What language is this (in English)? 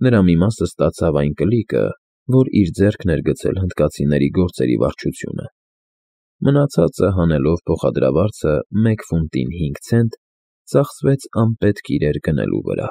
Armenian